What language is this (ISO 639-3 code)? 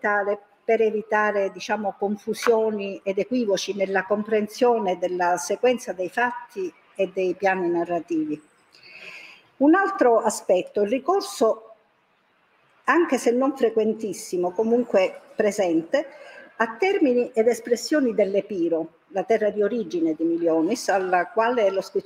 ita